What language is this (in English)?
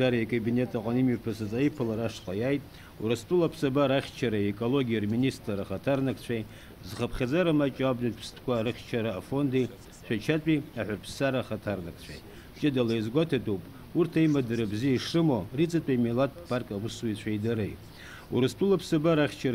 Abkhazian